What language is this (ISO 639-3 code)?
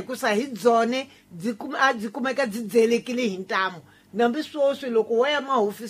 tso